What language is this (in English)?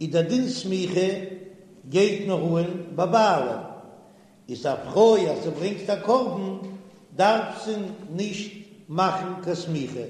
Yiddish